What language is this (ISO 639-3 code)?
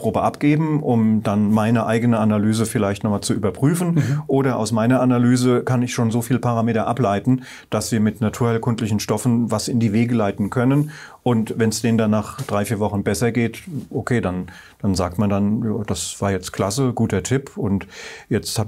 deu